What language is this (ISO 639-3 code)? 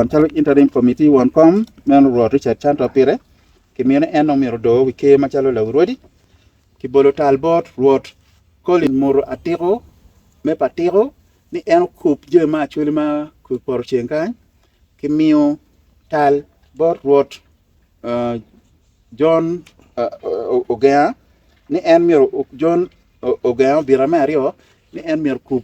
ach